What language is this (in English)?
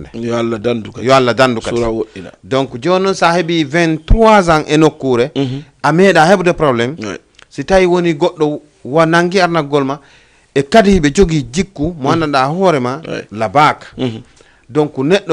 Fula